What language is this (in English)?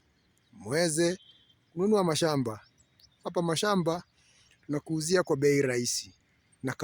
Swahili